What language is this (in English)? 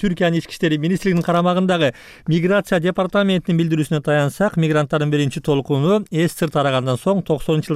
Kyrgyz